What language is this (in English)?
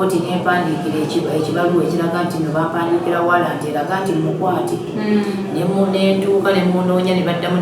Ganda